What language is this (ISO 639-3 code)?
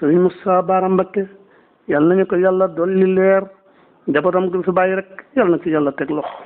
wol